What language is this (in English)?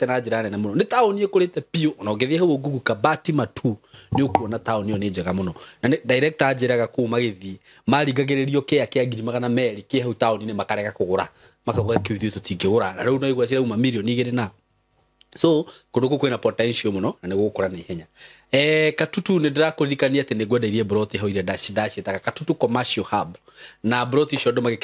Kikuyu